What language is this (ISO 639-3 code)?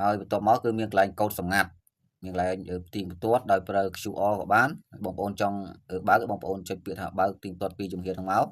khm